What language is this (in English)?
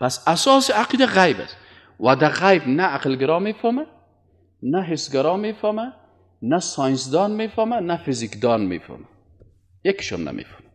Persian